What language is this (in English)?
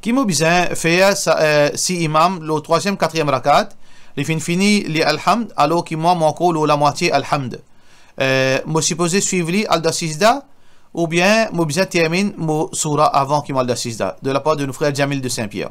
Morisyen